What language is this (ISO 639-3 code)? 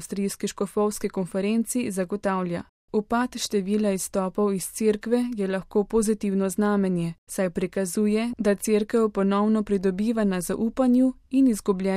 slv